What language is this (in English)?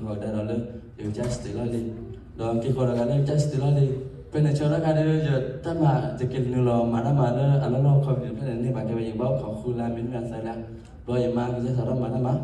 S'gaw Karen